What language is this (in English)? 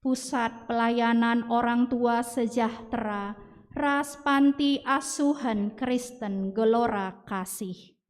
Batak Karo